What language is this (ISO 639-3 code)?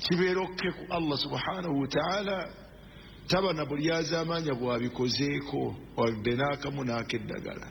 lug